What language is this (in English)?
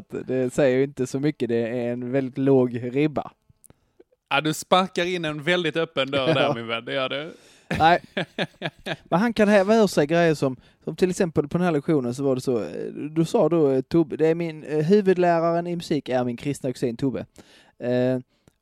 Swedish